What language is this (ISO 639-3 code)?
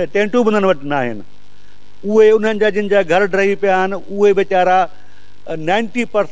snd